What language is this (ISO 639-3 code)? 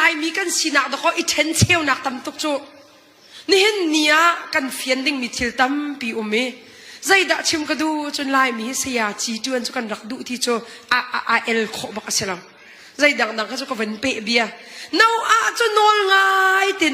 cnh